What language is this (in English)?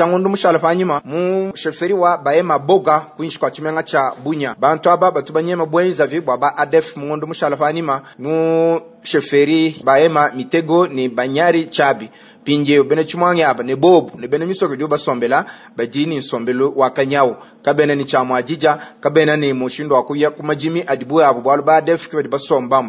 Luba-Lulua